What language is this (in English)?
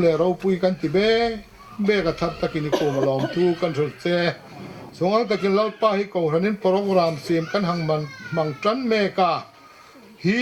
Hmar